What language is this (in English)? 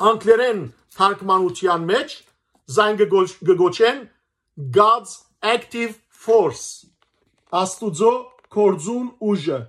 Western Armenian